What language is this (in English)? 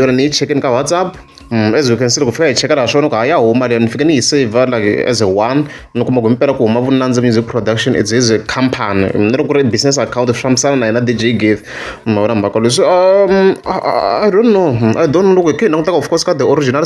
Tsonga